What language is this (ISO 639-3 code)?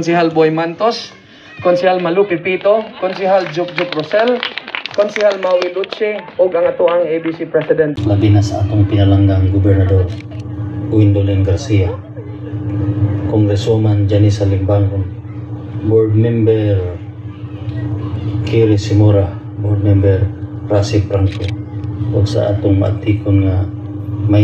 ceb